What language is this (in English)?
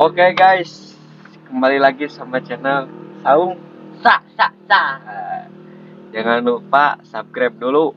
Sundanese